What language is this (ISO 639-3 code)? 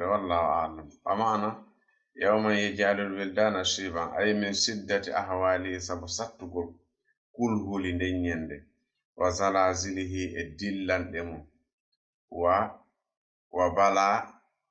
ful